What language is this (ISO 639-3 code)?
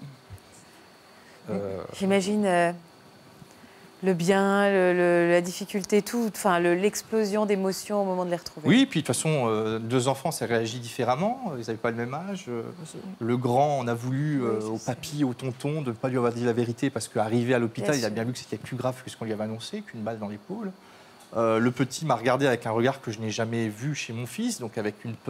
fra